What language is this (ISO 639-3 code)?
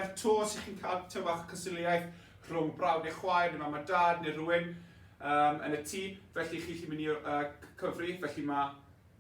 cym